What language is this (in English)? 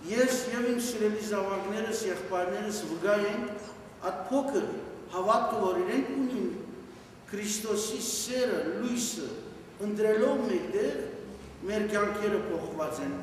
Western Armenian